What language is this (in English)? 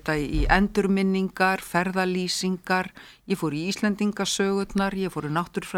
Icelandic